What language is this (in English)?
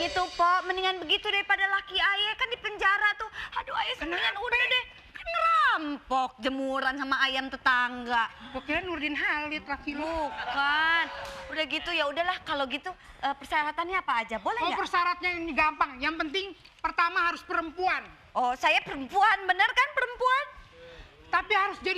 Betawi